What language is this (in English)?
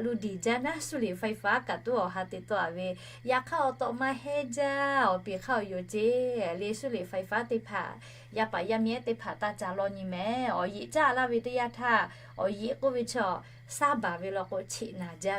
Lahu